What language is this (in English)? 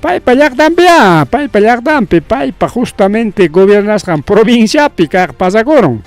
Ayacucho Quechua